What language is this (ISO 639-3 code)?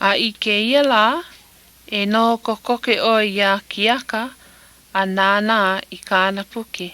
haw